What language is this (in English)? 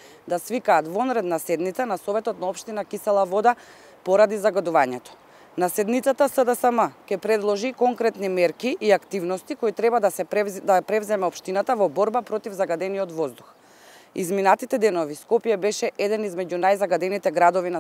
Macedonian